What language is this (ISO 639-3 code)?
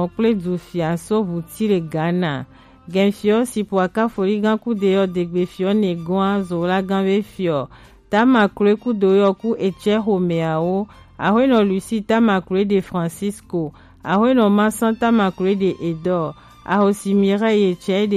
gej